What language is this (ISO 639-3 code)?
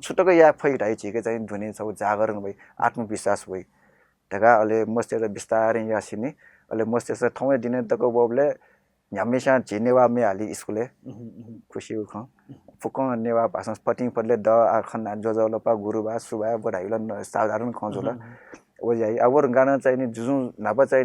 new